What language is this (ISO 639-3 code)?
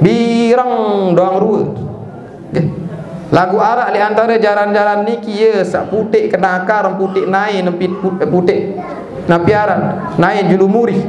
sas